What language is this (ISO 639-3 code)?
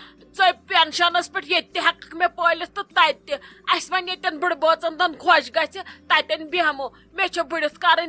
kas